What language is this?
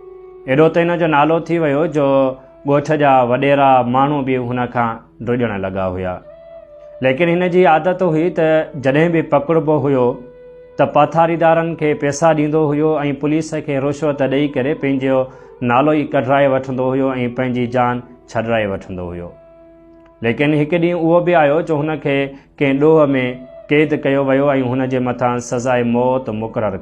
Sindhi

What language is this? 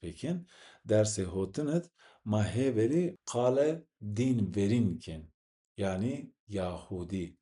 Zaza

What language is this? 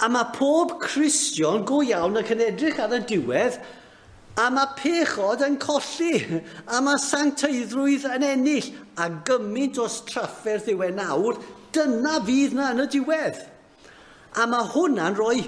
Welsh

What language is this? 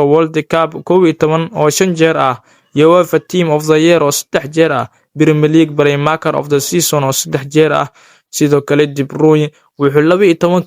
Somali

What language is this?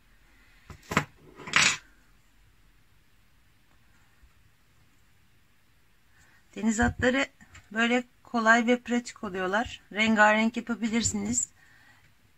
Turkish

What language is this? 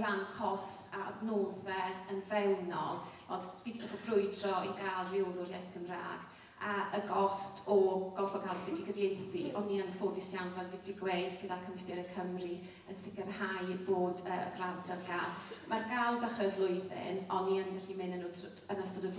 Welsh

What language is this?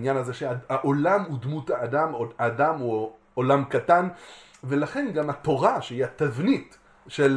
Hebrew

